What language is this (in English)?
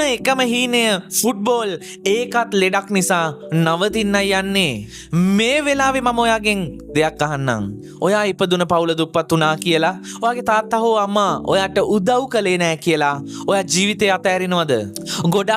Sinhala